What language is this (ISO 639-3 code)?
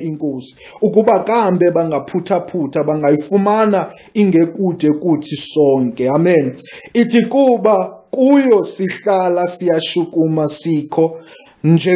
xho